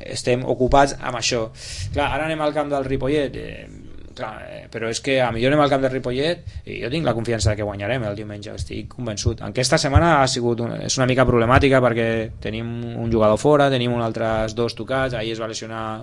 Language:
Catalan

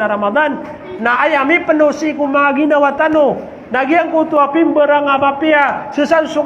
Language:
Maranao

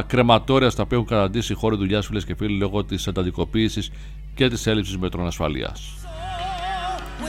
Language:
Greek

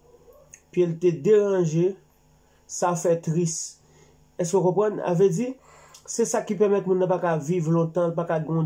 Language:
Haitian Creole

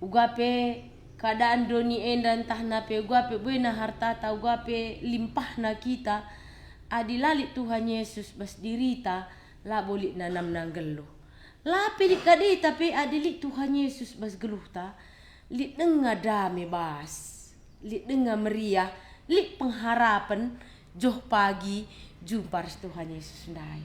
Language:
Batak Karo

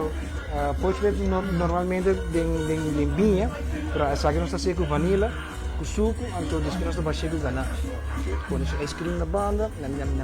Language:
Papiamento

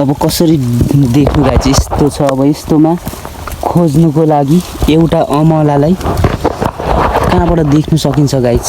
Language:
Nepali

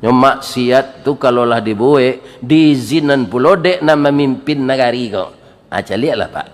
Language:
Minangkabau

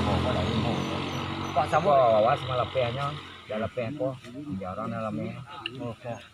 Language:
Minangkabau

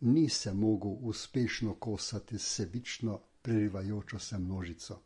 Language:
Slovenian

